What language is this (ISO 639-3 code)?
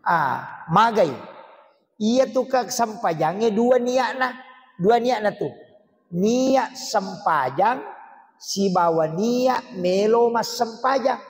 bug